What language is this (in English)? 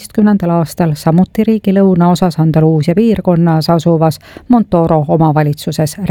Estonian